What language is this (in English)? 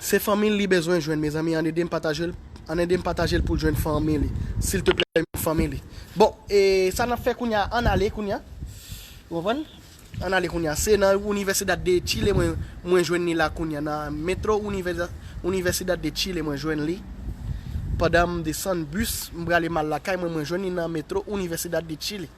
Haitian Creole